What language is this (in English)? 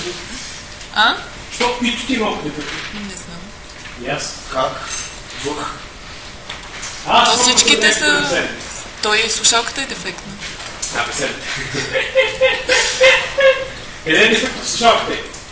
Bulgarian